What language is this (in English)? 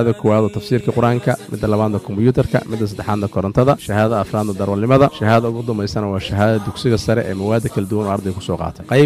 Somali